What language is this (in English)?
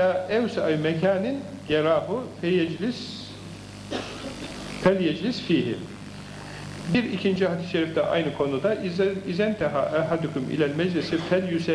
Turkish